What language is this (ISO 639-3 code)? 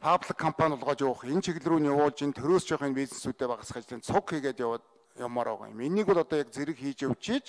mon